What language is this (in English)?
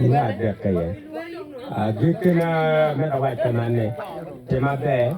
Acoli